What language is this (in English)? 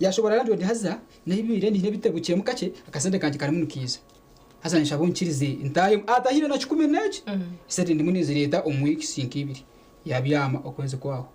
Nyankole